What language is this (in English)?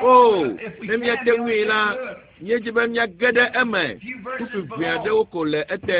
Ewe